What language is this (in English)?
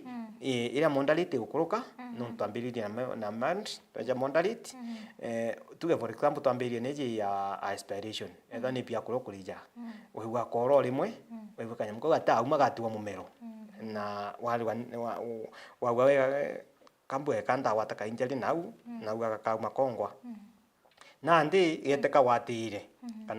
Meru